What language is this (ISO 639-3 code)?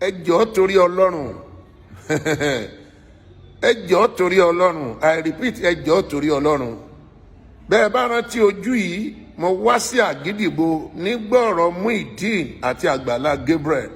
yor